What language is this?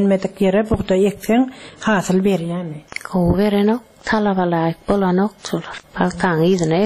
Turkmen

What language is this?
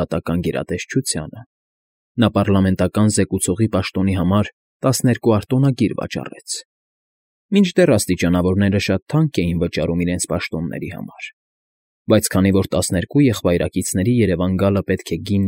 Armenian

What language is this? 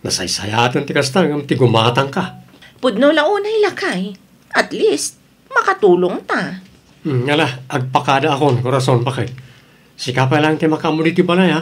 Iloko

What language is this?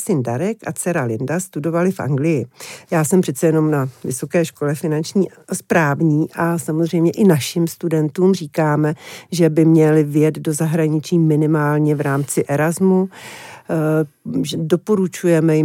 Czech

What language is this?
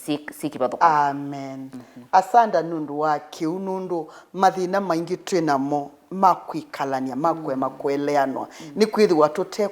Kamba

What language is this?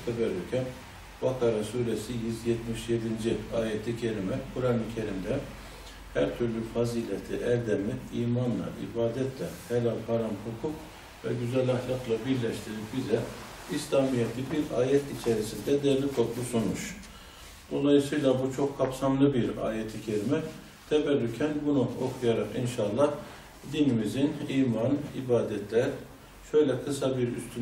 Turkish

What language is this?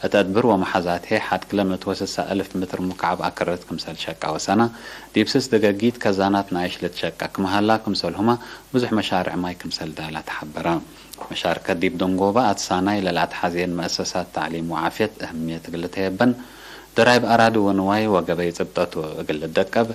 Tigre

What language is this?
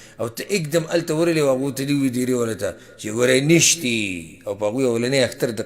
Pashto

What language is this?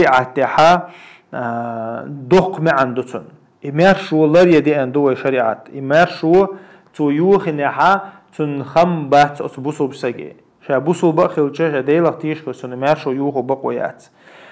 Chechen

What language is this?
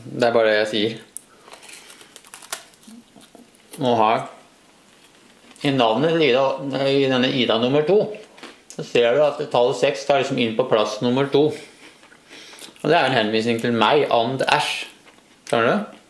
Norwegian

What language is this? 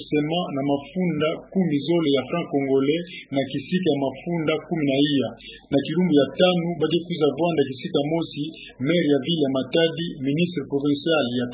Kituba (Democratic Republic of Congo)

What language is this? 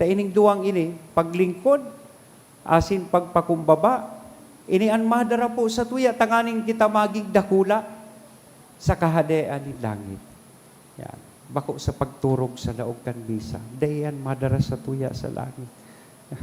Bikol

